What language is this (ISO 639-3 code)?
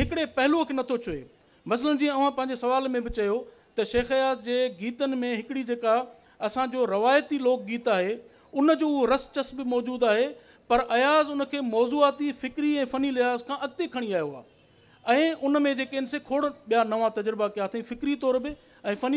snd